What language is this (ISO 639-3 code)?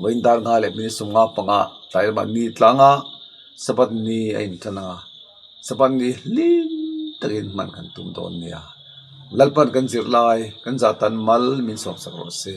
lus